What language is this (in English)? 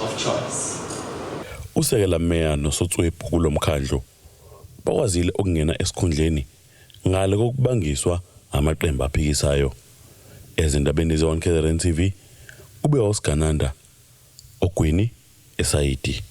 Zulu